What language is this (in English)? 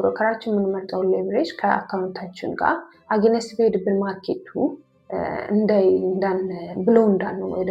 Amharic